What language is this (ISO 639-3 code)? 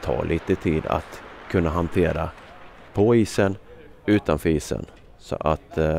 swe